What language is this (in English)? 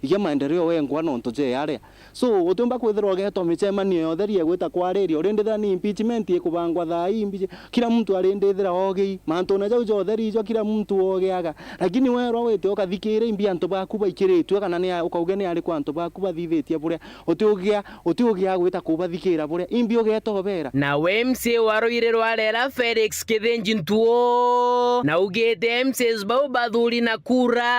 Meru